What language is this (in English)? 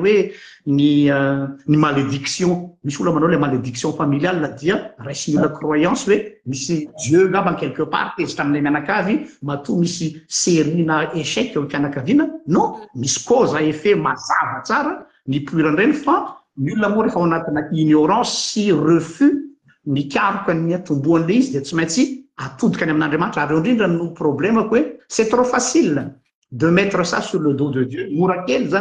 Malagasy